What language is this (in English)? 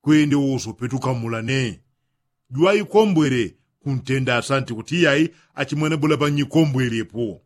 Yao